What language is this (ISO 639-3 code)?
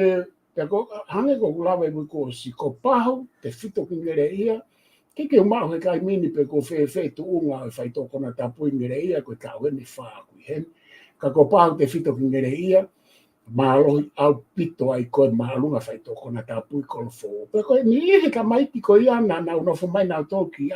ton